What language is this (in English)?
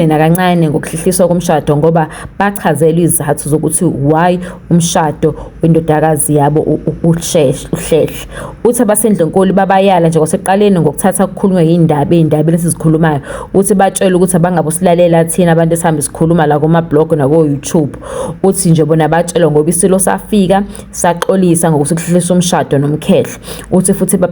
Zulu